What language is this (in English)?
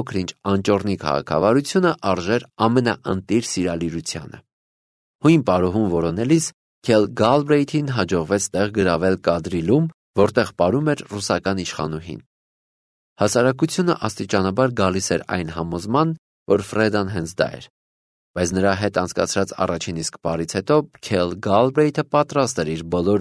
Armenian